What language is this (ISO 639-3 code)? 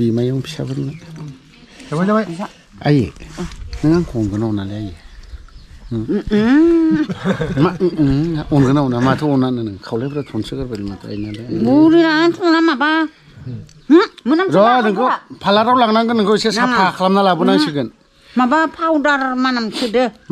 brx